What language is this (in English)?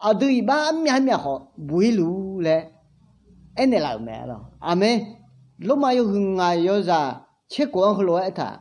Akha